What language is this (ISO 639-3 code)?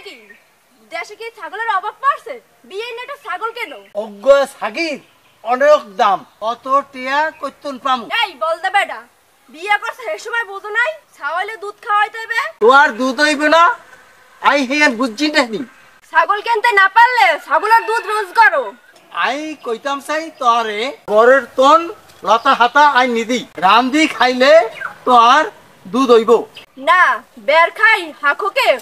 ben